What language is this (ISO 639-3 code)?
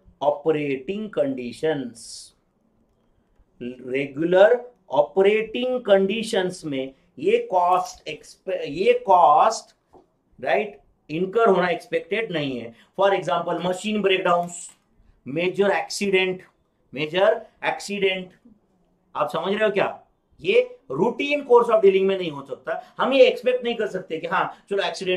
hin